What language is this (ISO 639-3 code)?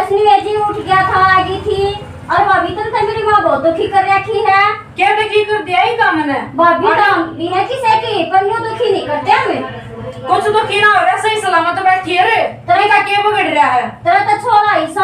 bgc